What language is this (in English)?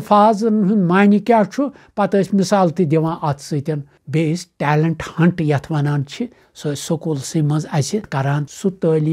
Kashmiri